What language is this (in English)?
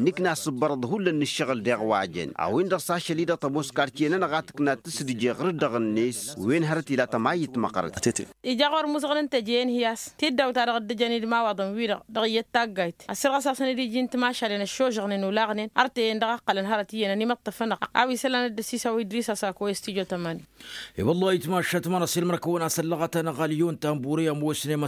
Tamasheq